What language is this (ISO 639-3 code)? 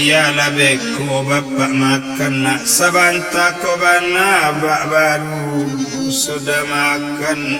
min